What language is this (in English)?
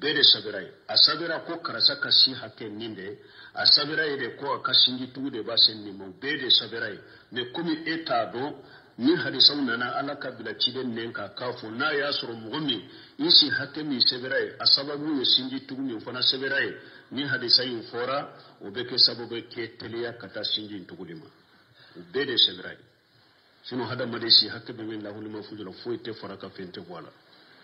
Bambara